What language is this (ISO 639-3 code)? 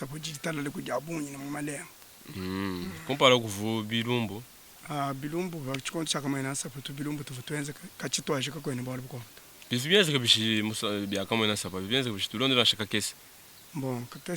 lua